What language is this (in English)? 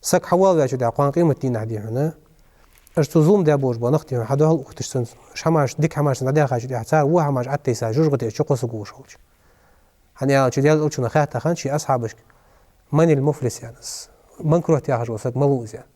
Ingush